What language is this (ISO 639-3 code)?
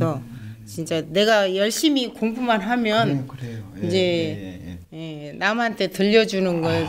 kor